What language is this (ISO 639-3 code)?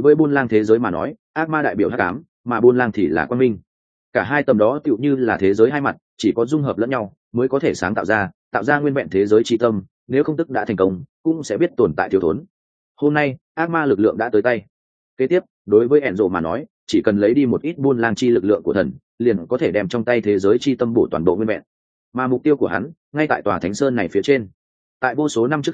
vie